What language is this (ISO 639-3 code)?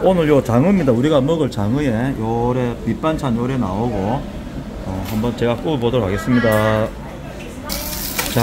kor